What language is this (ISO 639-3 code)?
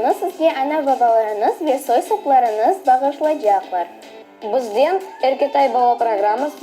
crh